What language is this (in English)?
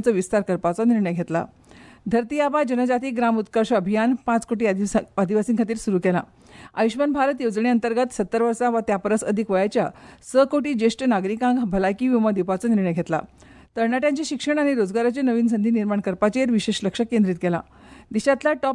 Konkani